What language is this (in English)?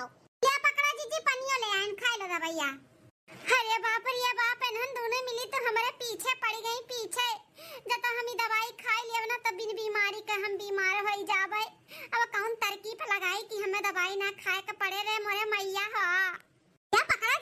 Awadhi